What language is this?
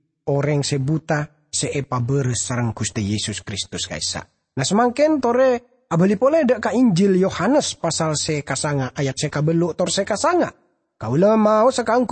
Madurese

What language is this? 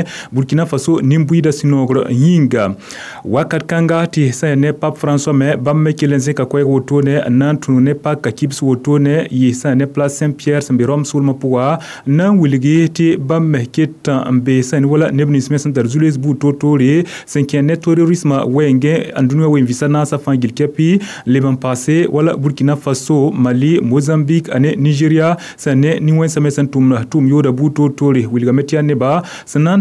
Mossi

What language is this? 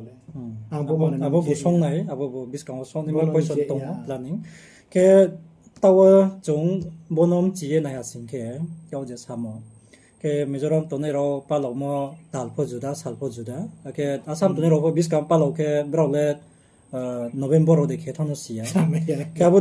Riang (India)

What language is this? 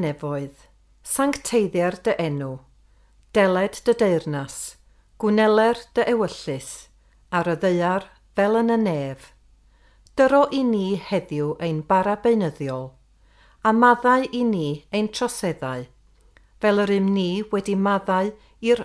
Welsh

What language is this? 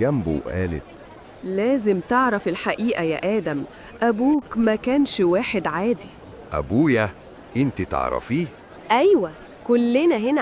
Egyptian Arabic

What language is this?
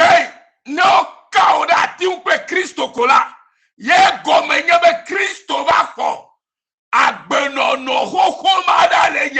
Ewe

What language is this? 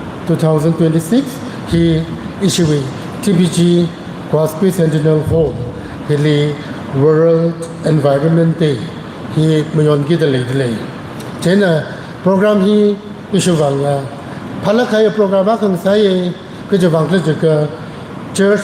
Tangkhul Naga (India)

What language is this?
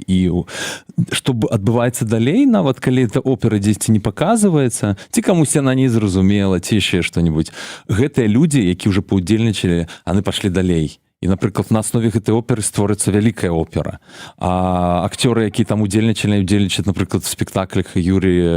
Belarusian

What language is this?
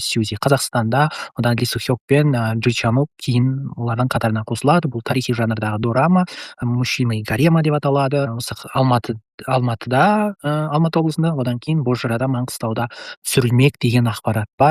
Kazakh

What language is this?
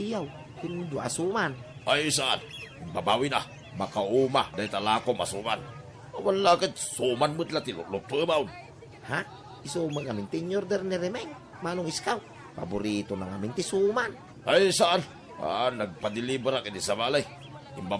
Iloko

